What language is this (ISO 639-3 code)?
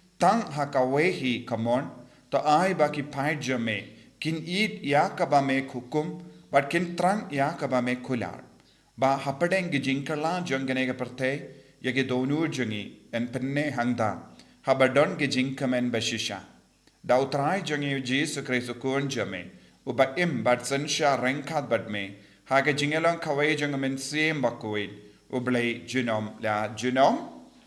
kha